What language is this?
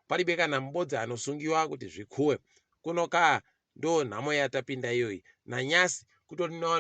Ndau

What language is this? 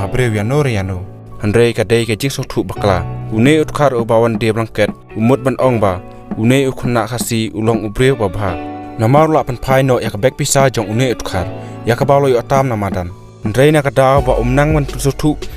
Khasi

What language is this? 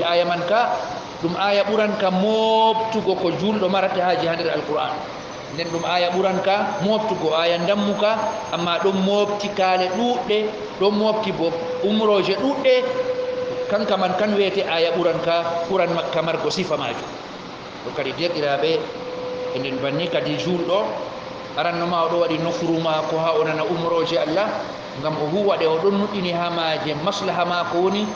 Fula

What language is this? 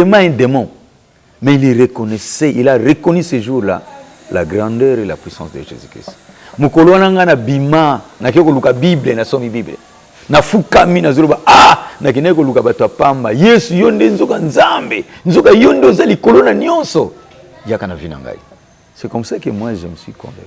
Lingala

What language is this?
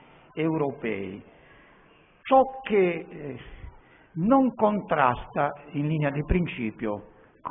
Italian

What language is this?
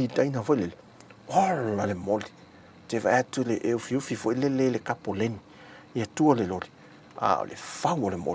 Samoan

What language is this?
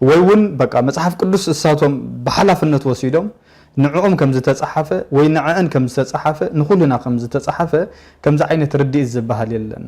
Tigrinya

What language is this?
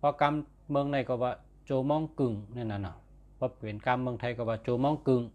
Shan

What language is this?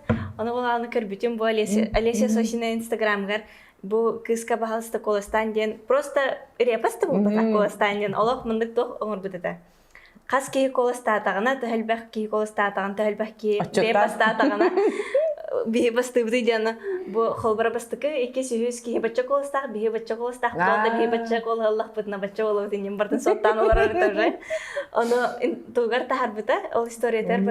Yakut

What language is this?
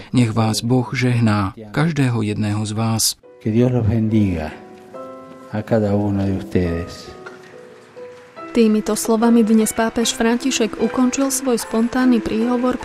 Slovak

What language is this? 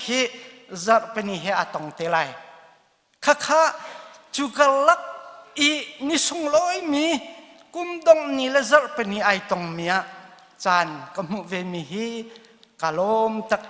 Hakha Chin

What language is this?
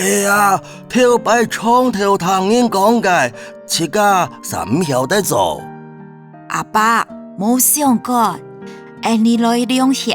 Hakka Chinese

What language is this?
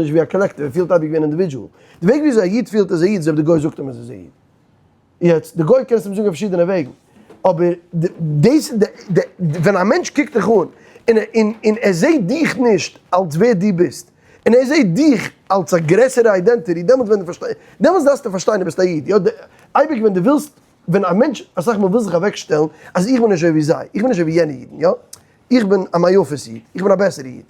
Yiddish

